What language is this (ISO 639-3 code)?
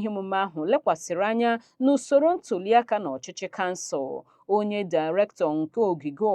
ibo